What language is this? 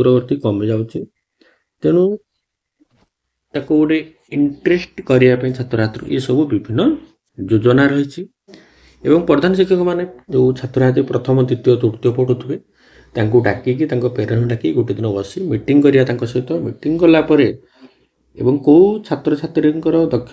Odia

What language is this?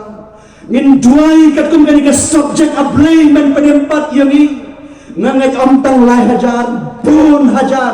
Khasi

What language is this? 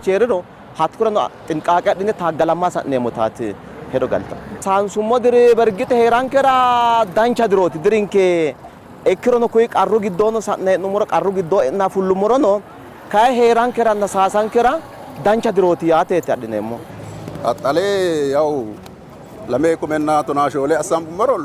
Sidamo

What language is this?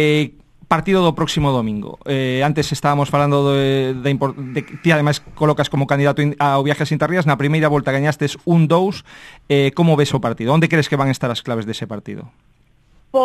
Galician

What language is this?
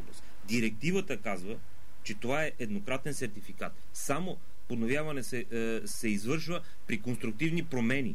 Bulgarian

